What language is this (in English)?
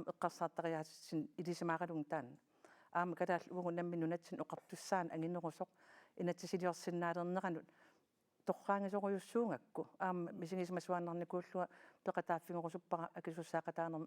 Kalaallisut